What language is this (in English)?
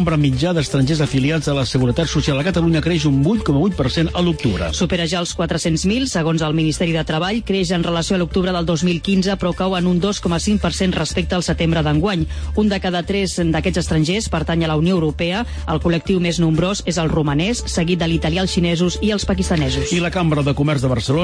Catalan